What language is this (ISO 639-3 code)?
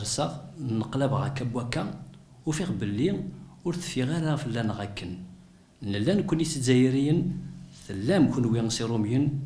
kab